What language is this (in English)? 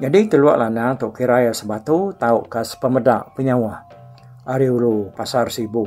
Iban